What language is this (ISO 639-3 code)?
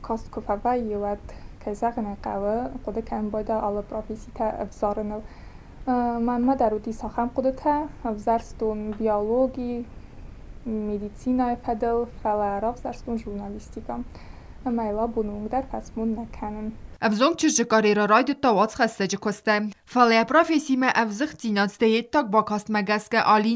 oss